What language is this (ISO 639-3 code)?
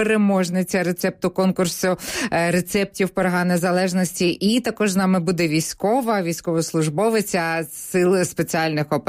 ukr